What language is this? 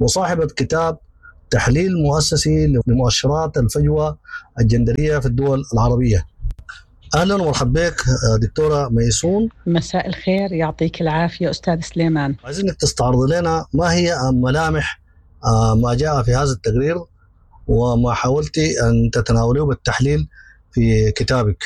Sudanese Arabic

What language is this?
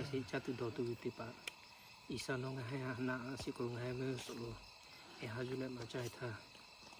Lahu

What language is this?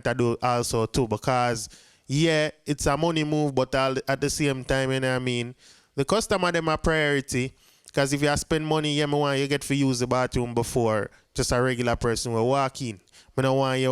Jamaican Creole English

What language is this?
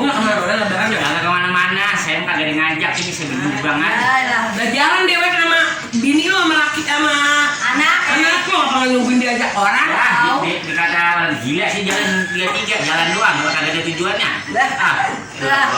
Betawi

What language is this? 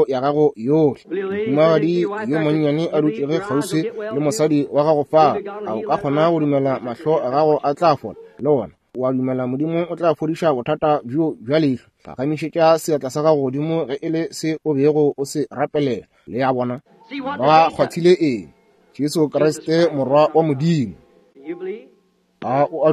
Northern Sotho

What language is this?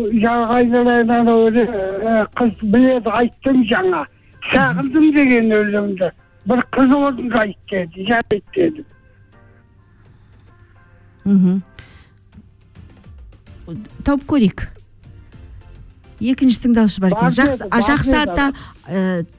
Kazakh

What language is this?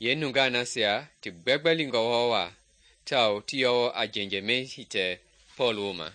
Mende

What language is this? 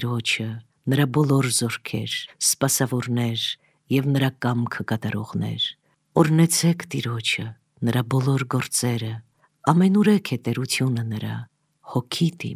Armenian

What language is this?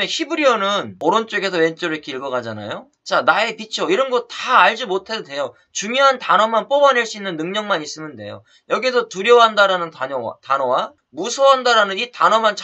Korean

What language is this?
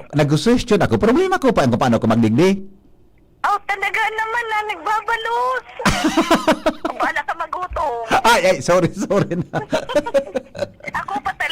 Bikol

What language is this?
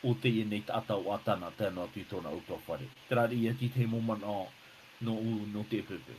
Tahitian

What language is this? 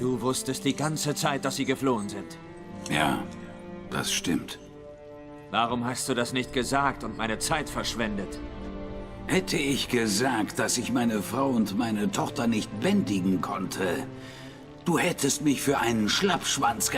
Swiss German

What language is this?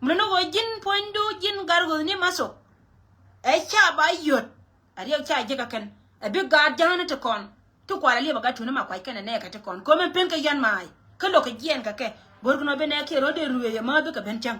Nuer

